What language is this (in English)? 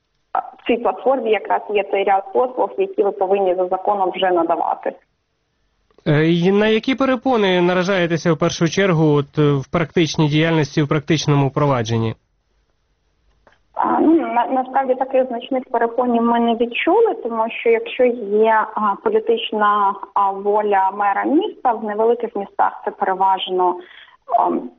Ukrainian